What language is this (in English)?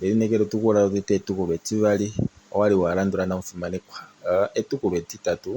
Kuanyama